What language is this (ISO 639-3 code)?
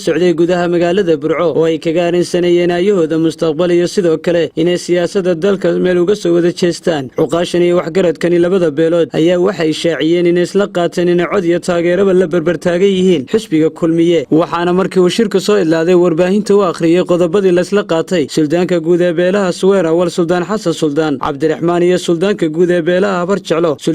som